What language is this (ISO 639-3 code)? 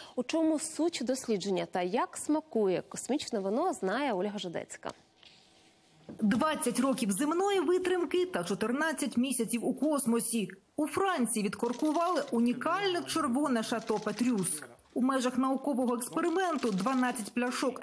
ukr